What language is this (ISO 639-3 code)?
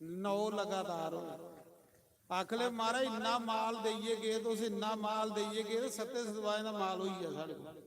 doi